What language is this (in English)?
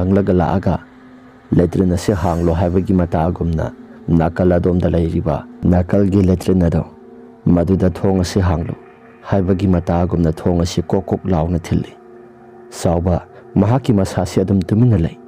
Manipuri